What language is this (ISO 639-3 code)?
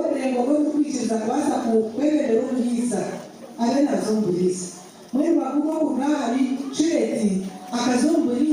nyn